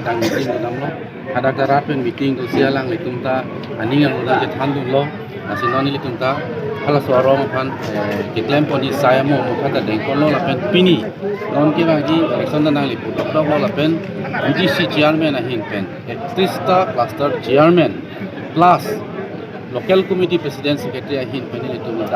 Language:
Karbi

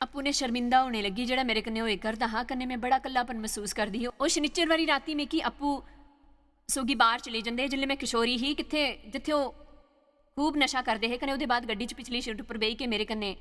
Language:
Dogri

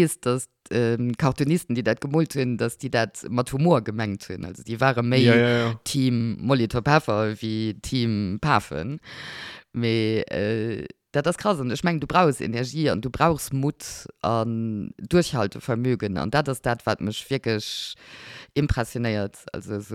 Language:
Luxembourgish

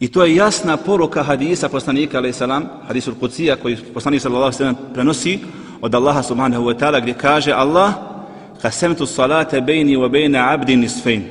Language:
Bosnian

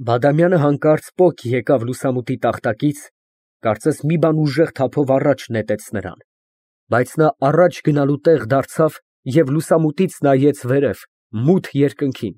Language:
Armenian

